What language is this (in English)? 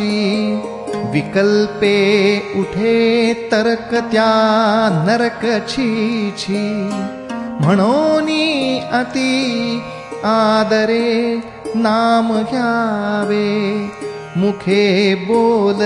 Marathi